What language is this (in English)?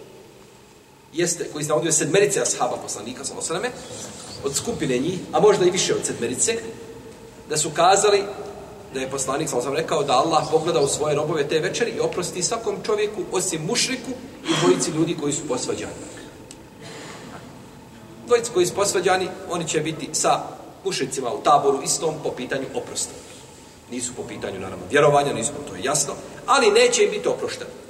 Bosnian